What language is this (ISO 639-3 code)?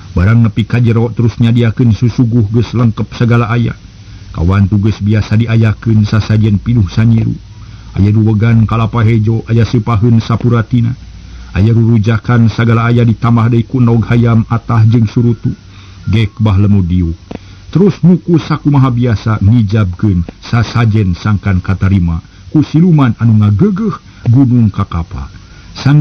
sun